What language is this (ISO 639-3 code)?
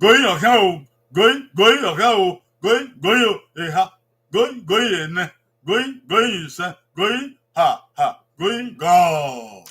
bin